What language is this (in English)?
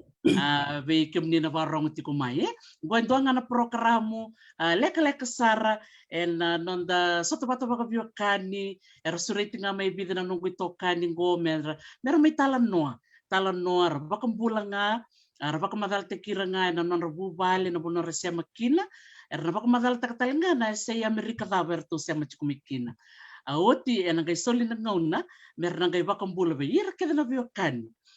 Fijian